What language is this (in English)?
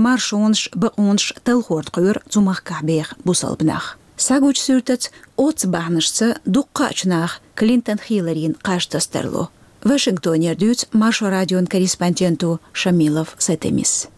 Chechen